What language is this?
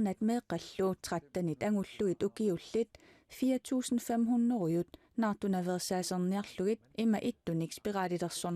Kalaallisut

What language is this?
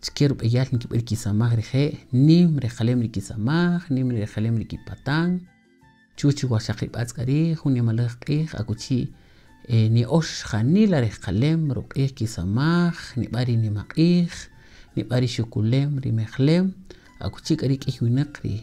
Kaqchikel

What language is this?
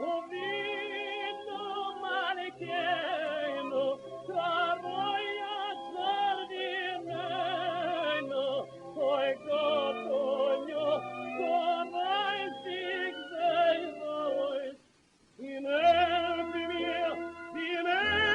Yiddish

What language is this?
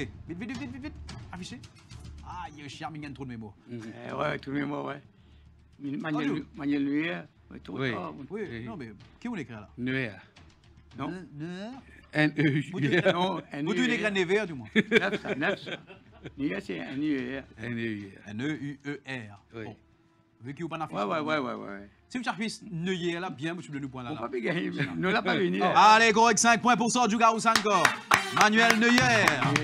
French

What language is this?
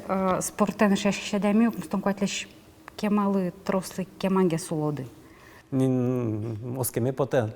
Udmurt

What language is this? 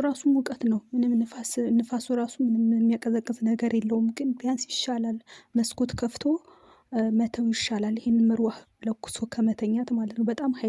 Amharic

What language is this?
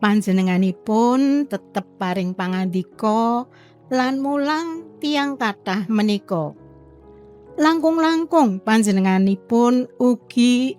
Javanese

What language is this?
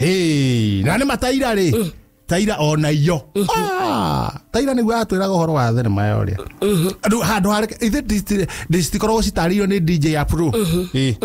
Kikuyu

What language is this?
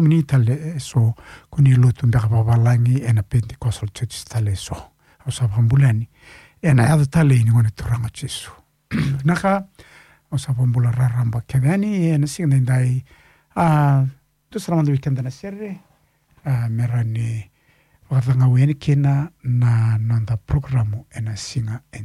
Fijian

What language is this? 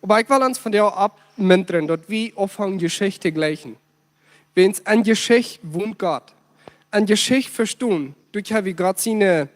Plautdietsch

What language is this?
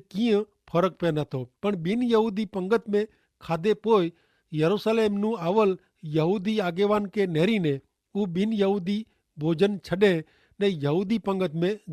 Kachhi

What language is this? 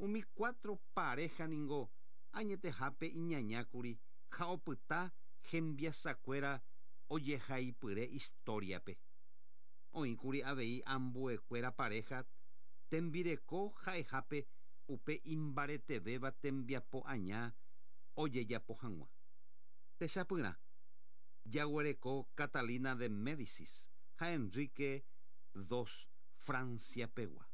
Guarani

